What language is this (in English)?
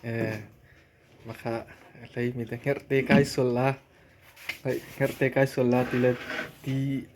Hakha Chin